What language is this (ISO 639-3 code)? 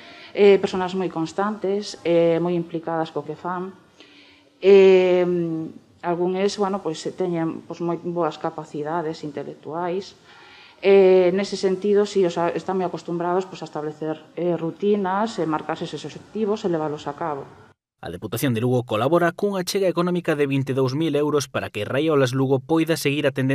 glg